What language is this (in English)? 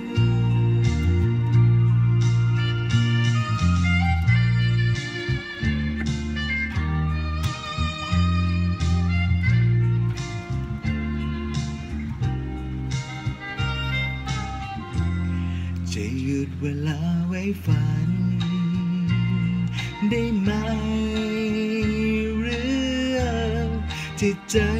Thai